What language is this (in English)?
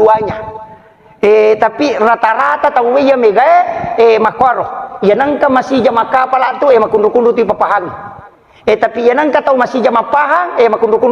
Buginese